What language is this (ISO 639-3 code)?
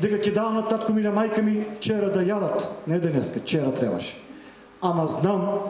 mkd